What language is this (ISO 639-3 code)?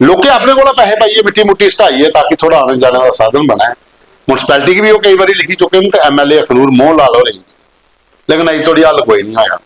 doi